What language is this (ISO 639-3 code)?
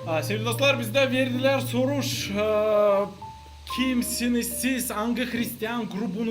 gag